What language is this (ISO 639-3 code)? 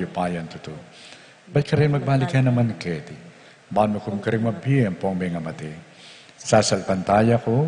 pam